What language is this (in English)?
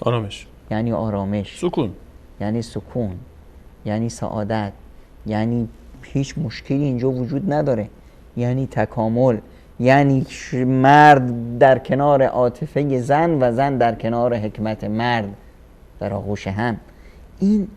Persian